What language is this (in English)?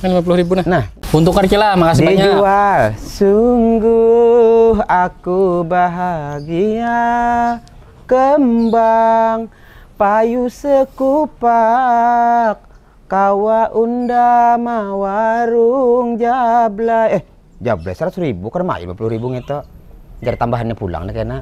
Banjar